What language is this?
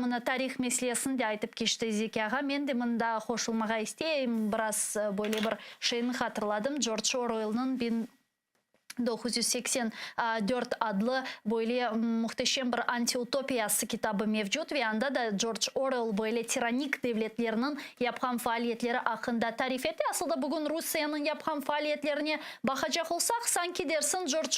Crimean Tatar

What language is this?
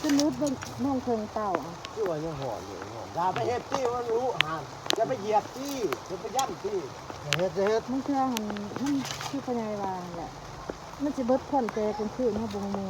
Northeastern Thai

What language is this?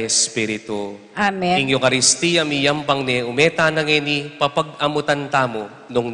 Pampanga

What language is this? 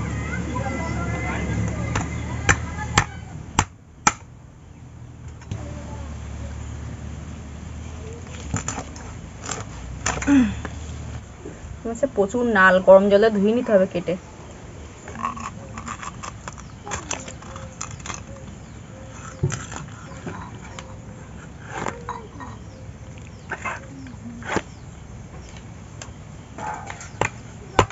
Bangla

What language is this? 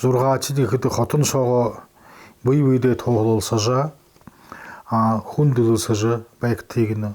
Buriat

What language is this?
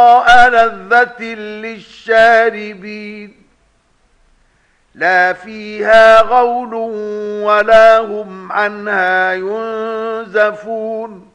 Arabic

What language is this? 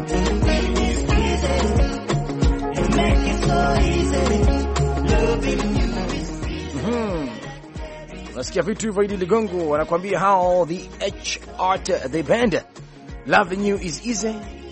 Swahili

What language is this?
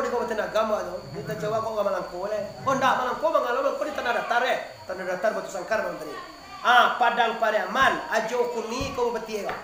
Minangkabau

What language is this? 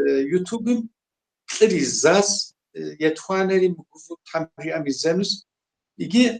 Kabardian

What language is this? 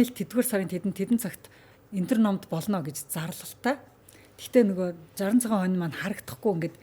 Mongolian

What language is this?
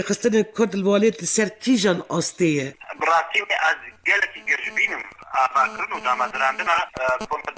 Kurdish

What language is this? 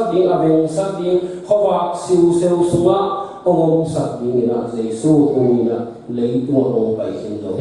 Tedim Chin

